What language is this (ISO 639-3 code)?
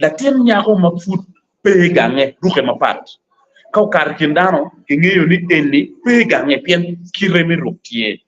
ach